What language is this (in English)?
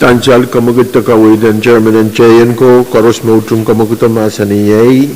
Pohnpeian